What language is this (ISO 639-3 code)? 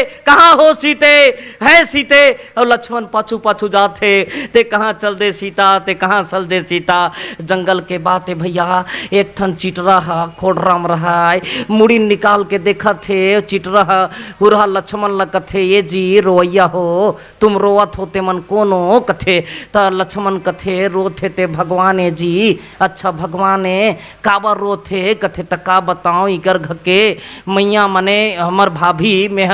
hne